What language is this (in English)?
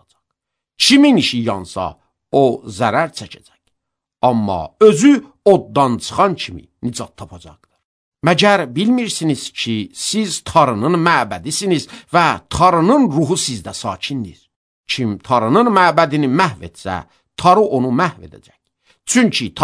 Azerbaijani